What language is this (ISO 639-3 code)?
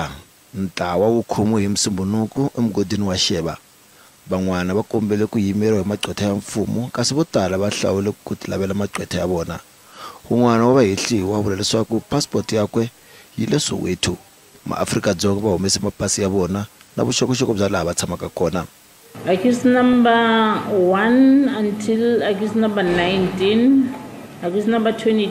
tso